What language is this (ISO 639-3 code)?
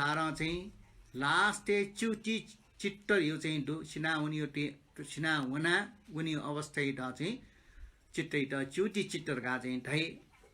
new